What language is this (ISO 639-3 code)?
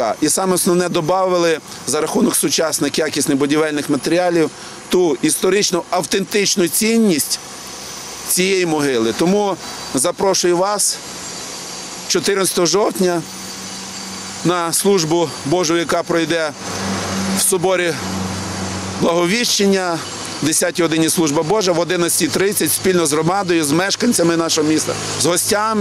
ukr